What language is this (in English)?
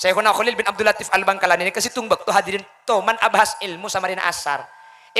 Madurese